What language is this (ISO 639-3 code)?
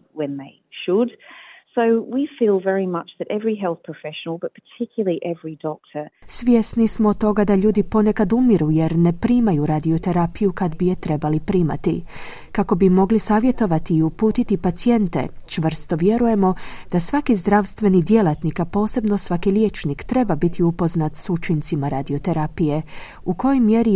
hrv